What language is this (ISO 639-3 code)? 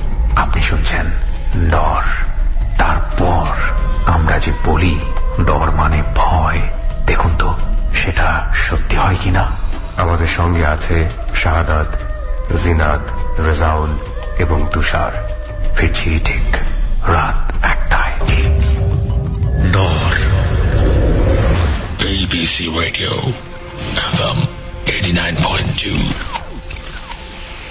ben